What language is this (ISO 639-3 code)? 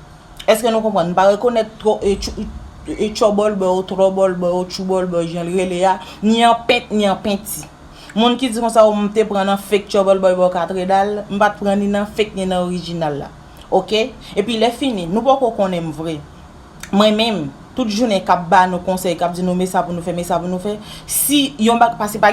hat